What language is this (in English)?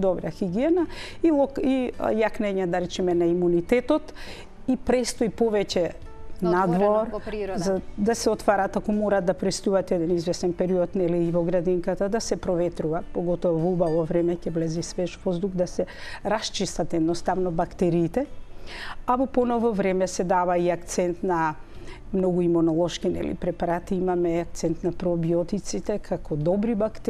Macedonian